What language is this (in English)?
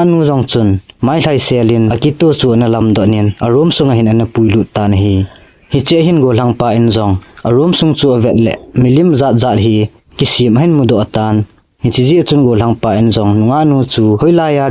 Thado Chin